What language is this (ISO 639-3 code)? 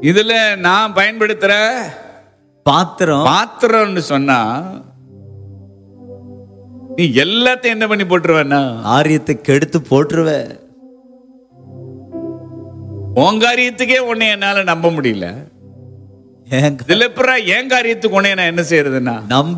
tam